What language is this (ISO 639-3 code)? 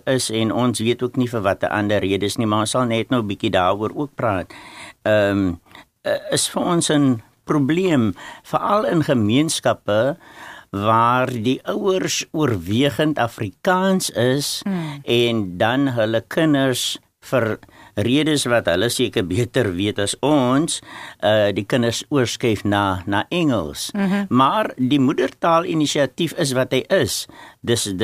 afr